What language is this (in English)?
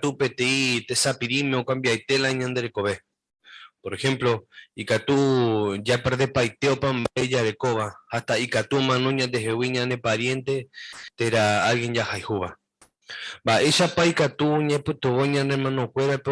Guarani